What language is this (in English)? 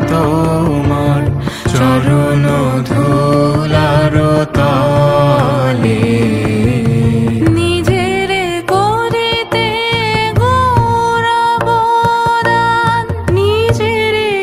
Bangla